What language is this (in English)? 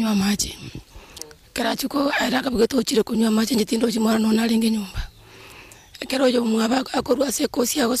Gusii